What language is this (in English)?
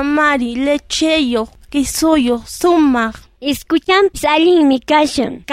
South Bolivian Quechua